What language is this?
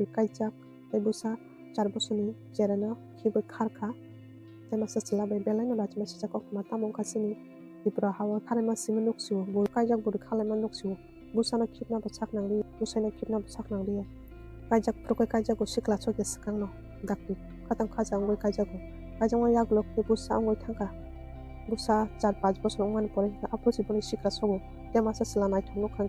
Kok Borok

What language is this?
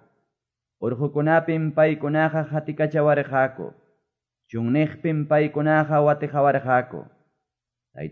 Quechua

